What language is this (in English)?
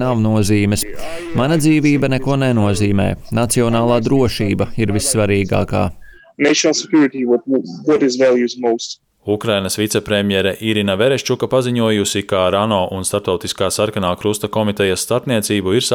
Latvian